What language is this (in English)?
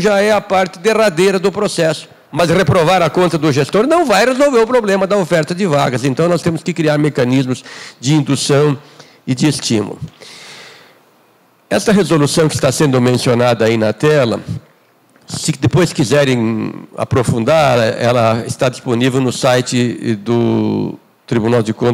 Portuguese